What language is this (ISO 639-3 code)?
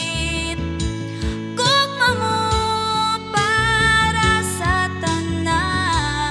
ceb